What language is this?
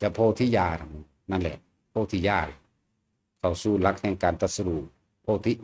Lao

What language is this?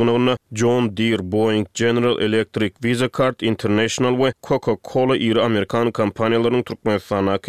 Turkmen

